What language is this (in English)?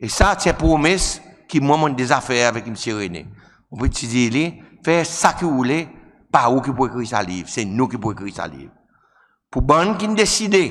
Seselwa Creole French